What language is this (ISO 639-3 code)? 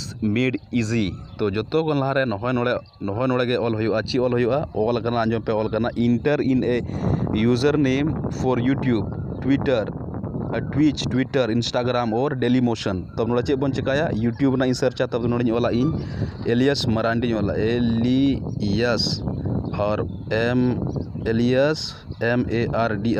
sat